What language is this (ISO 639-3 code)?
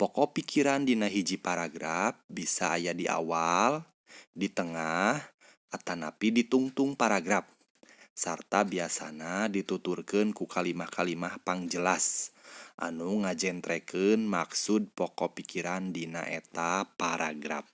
sun